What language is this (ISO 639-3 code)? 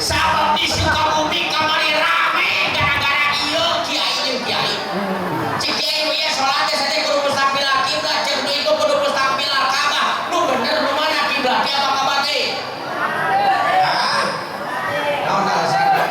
sun